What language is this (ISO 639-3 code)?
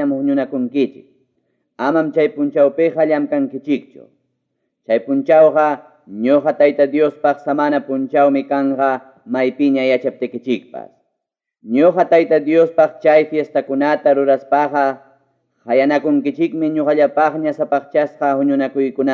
quy